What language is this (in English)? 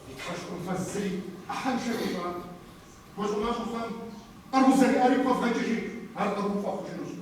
Kabardian